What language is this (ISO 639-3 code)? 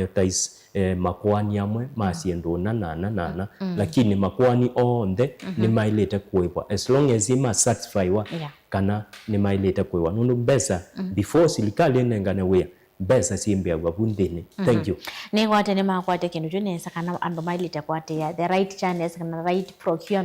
kam